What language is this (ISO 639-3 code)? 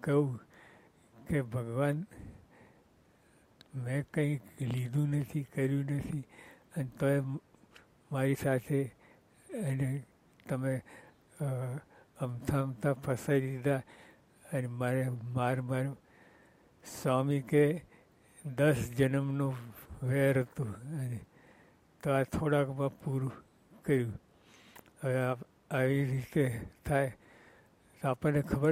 guj